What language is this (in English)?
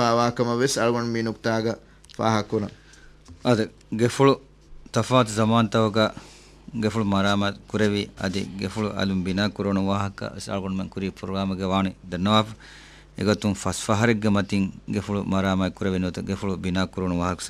Divehi